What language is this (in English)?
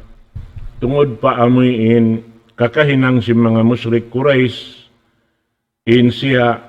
Tausug